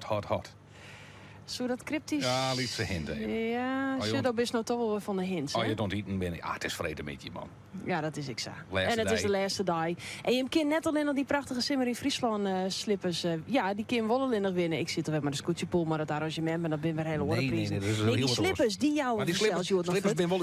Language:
Western Frisian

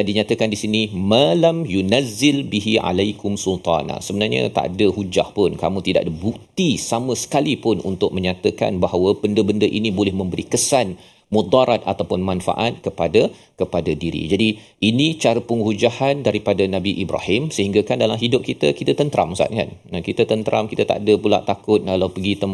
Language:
Malay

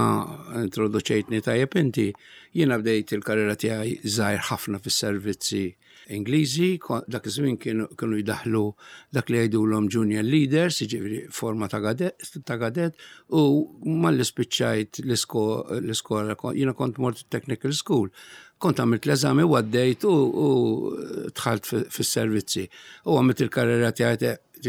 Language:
Maltese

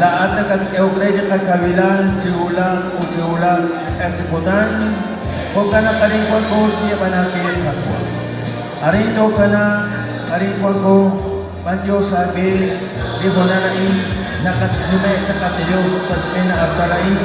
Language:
Kekchí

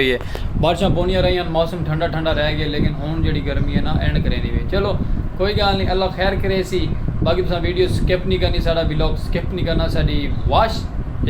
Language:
Saraiki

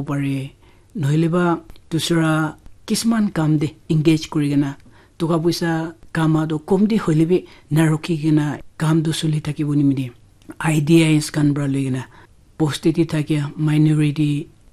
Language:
Naga Pidgin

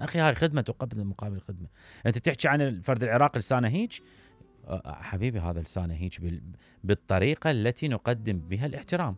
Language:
Mesopotamian Arabic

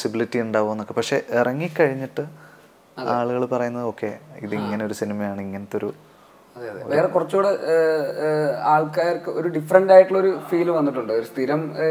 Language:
Malayalam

